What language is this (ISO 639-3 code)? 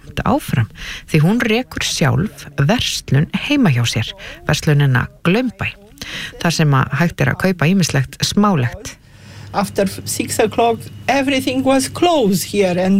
isl